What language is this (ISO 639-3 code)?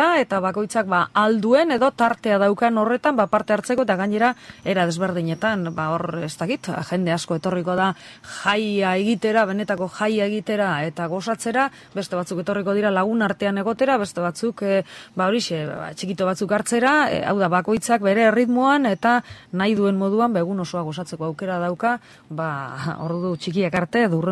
eus